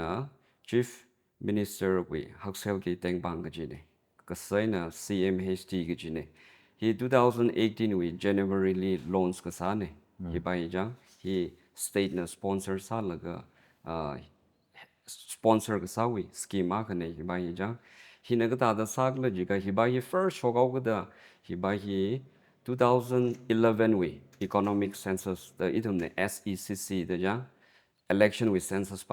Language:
Tangkhul Naga (India)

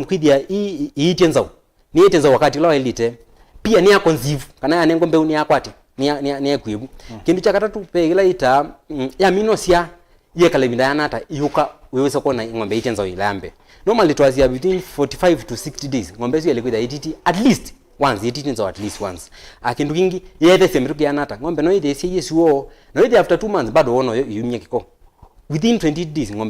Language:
Kamba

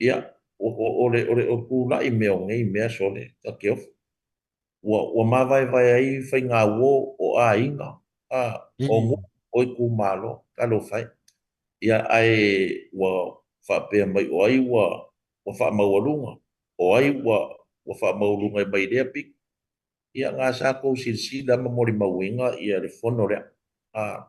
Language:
Samoan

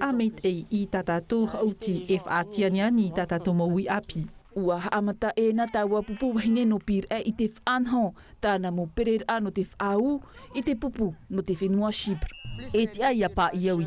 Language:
Tahitian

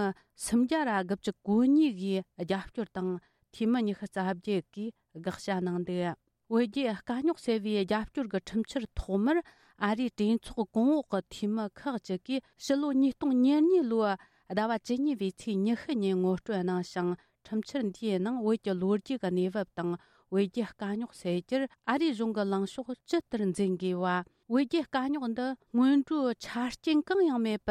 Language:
Tibetan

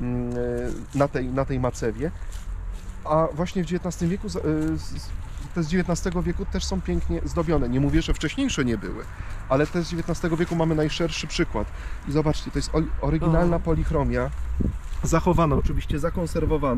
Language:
Polish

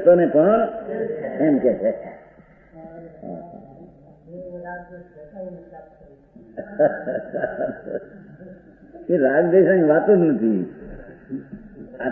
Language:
Gujarati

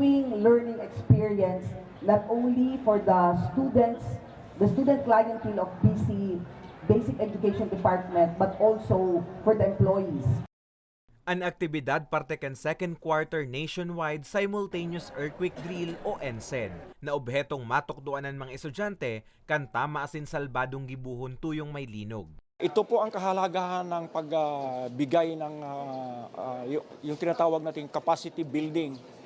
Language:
Bikol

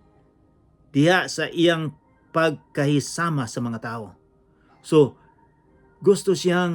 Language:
Cebuano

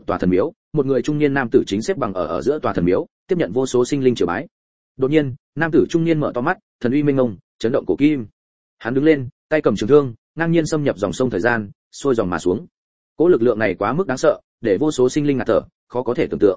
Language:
Vietnamese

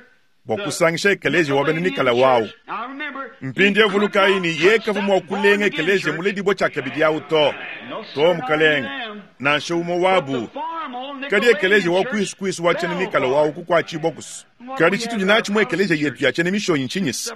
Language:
Luba-Lulua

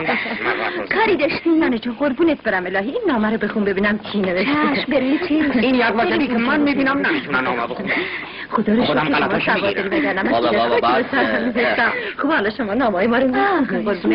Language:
Persian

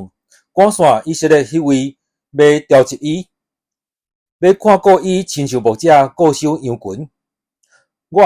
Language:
Min Nan Chinese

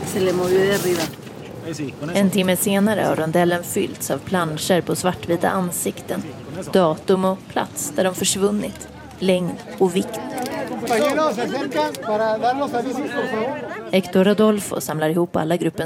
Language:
Swedish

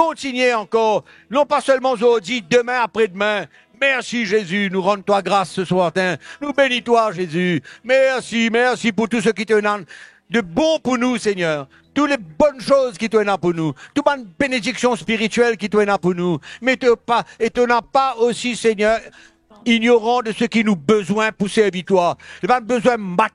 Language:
Morisyen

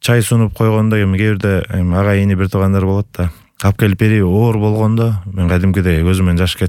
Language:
Kyrgyz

